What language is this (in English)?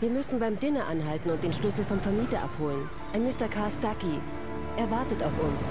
Swiss German